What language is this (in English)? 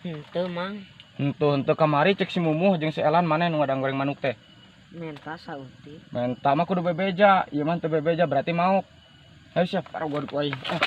Sundanese